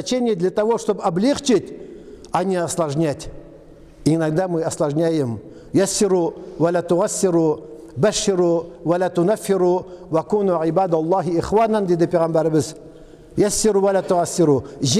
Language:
Tatar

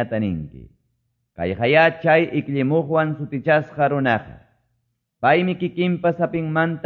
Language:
Quechua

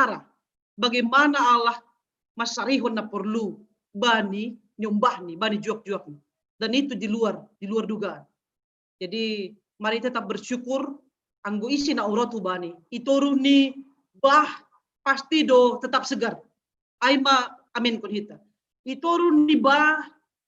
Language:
Batak Simalungun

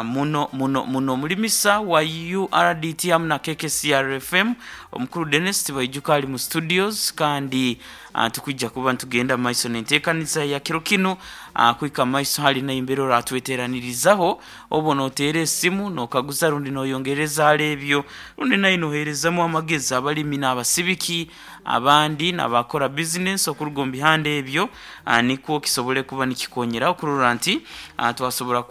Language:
Nyoro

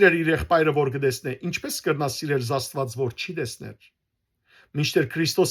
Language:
Western Armenian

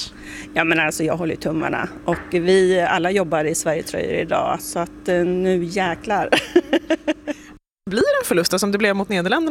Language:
Swedish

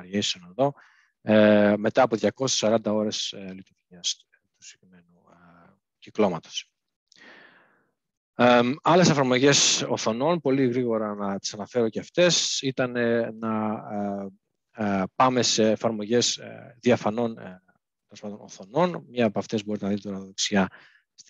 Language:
Greek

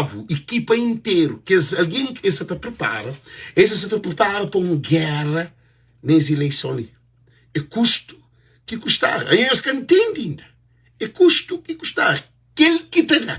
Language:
Kabuverdianu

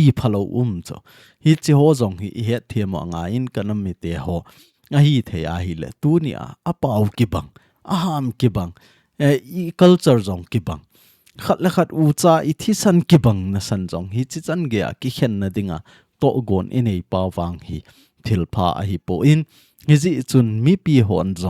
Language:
Thado Chin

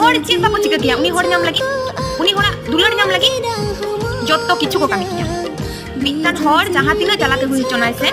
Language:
Santali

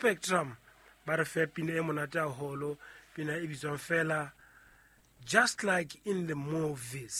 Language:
Southern Sotho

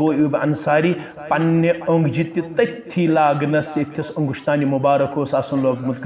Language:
Kashmiri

